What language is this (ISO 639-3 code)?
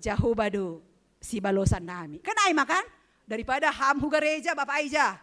bts